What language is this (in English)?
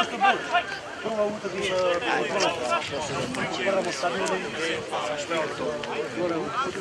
Croatian